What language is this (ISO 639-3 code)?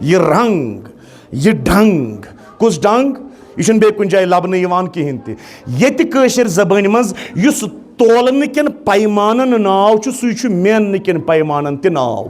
kas